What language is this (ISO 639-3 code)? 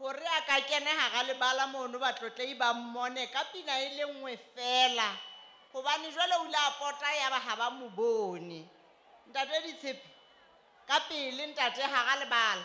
sot